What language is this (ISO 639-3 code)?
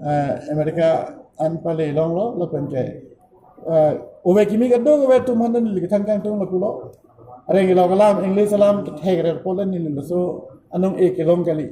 mjw